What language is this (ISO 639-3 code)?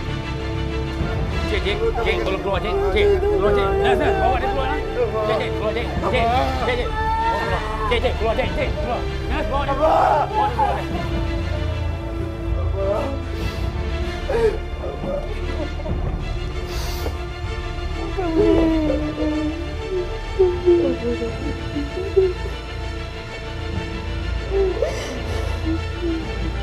msa